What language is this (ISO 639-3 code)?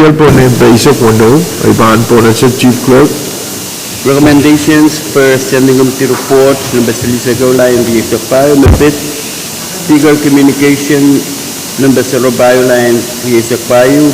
pon